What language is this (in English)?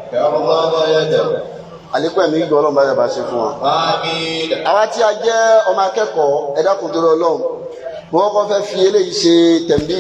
Yoruba